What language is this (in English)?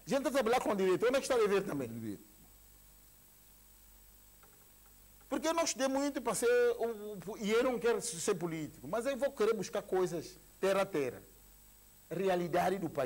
Portuguese